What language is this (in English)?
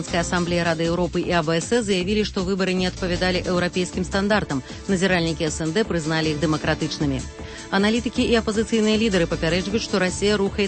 Belarusian